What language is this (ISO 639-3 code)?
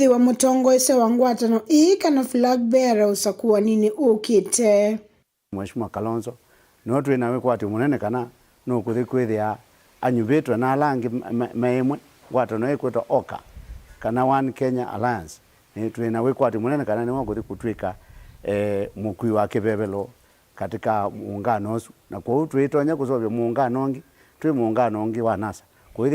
kam